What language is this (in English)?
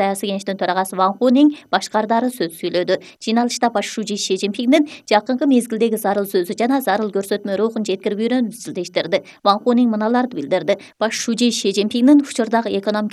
Kyrgyz